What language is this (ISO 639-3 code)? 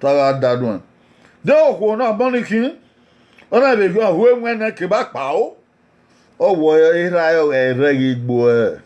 bin